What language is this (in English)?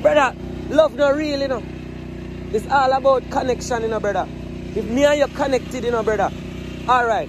Jamaican Creole English